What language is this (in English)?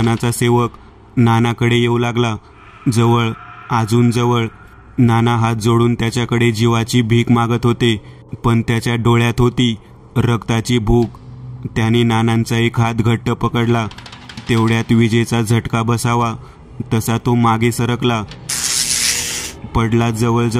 Marathi